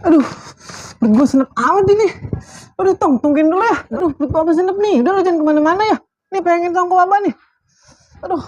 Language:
Betawi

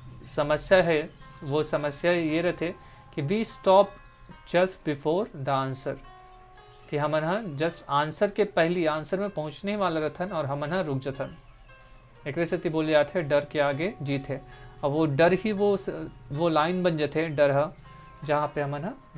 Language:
Chhattisgarhi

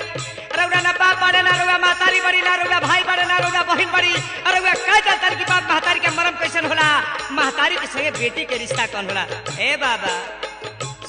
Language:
Bhojpuri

